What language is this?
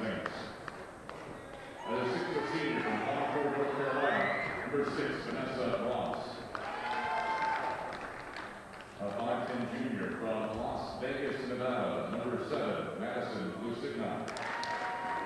English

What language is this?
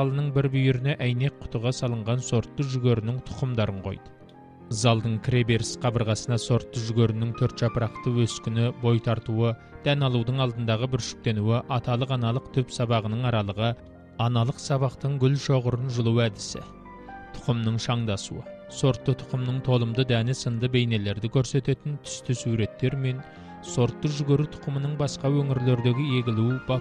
Kazakh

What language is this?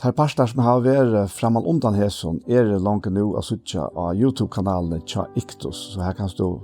Faroese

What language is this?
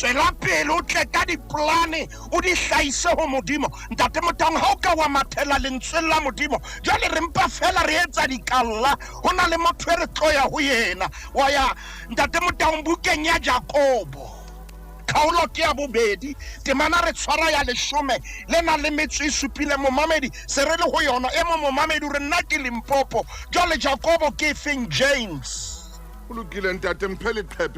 Southern Sotho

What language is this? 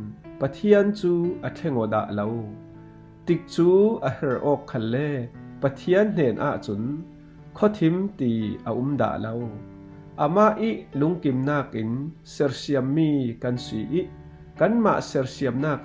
Falam Chin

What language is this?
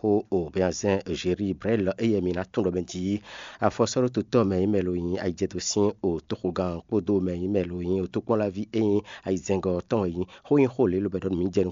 Fon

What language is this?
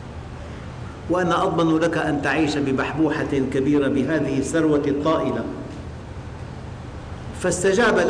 Arabic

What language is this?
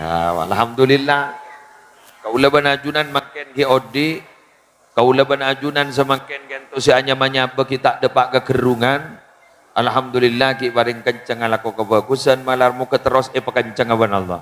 Madurese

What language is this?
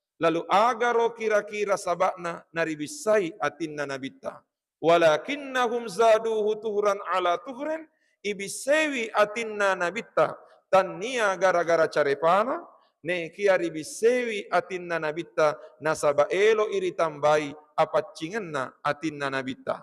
Buginese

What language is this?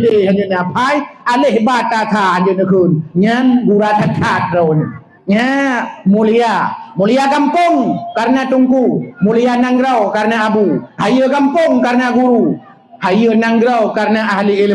Achinese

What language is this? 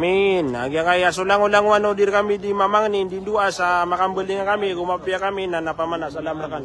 Maranao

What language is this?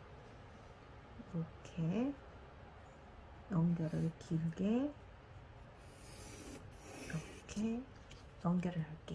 Korean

